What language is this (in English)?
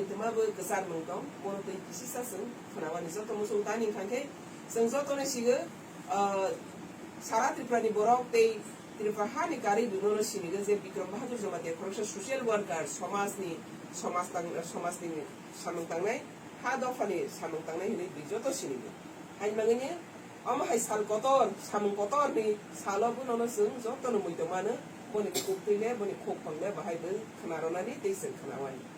Kok Borok